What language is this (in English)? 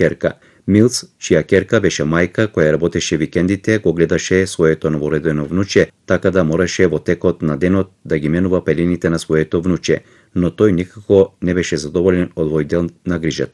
Macedonian